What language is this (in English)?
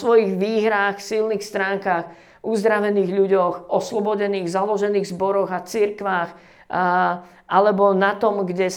Slovak